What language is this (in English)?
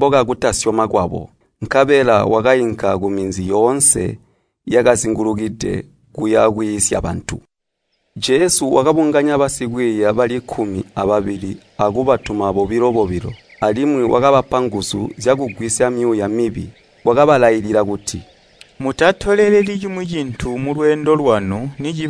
Tonga (Zambia)